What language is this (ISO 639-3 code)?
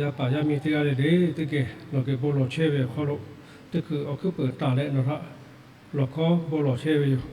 lhu